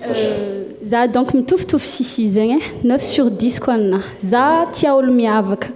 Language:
Malagasy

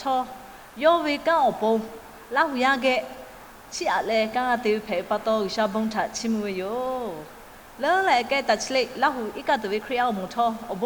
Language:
Lahu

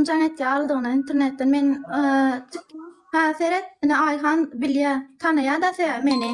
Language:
Turkmen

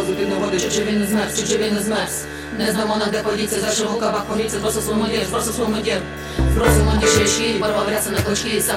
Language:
Rusyn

